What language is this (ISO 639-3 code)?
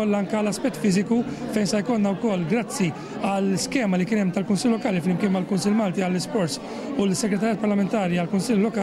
mlt